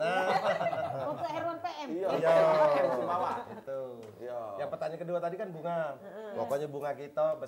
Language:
Musi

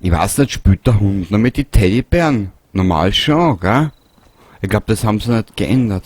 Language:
Bavarian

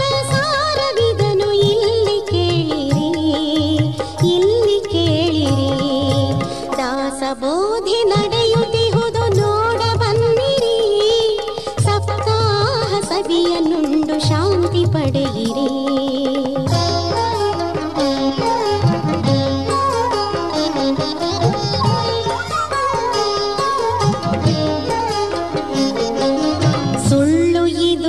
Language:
Kannada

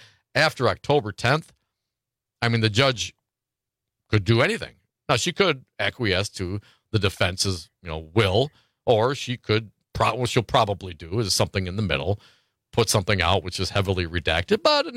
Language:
English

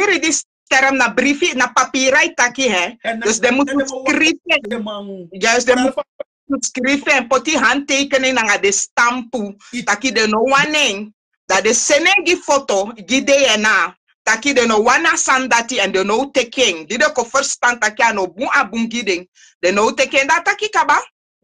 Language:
Sranan Tongo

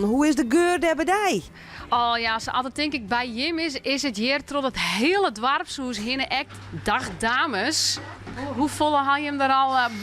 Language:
Western Frisian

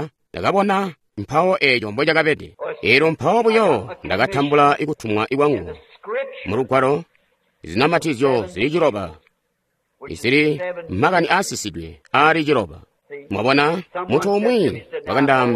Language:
Tonga (Zambia)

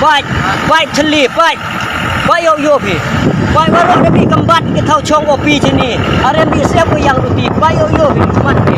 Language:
Khasi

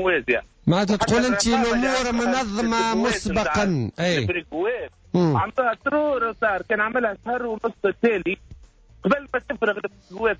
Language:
Tunisian Arabic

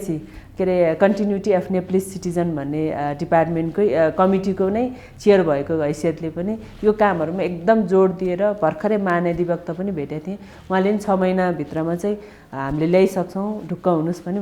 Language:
Nepali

